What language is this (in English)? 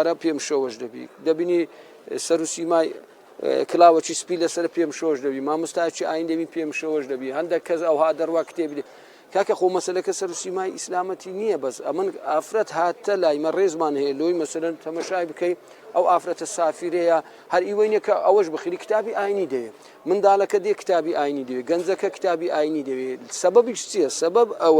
Central Kurdish